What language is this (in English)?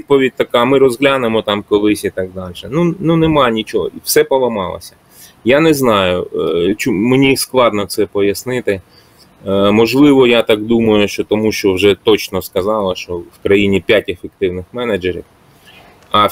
Ukrainian